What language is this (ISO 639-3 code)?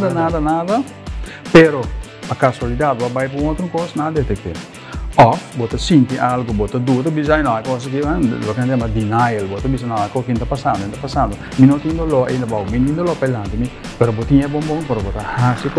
pap